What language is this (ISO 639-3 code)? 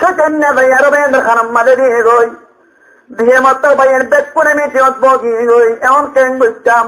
rhg